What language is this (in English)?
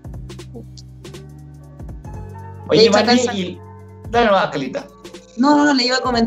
Spanish